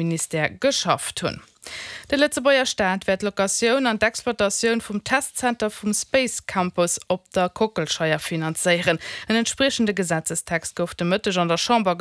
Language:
Luxembourgish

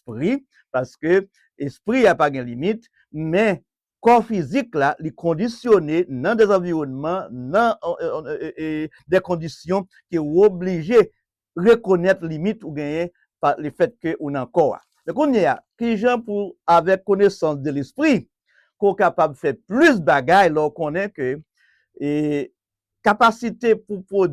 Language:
Haitian Creole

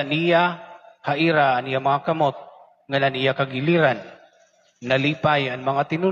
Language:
Waray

